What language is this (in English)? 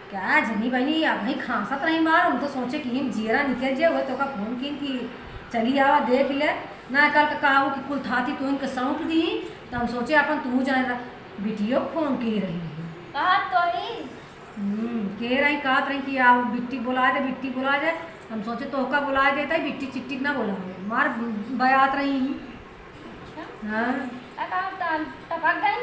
Awadhi